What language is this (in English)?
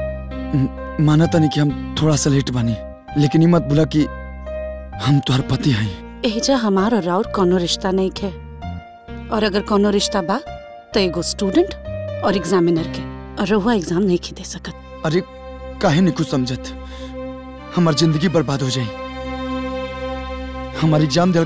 Bhojpuri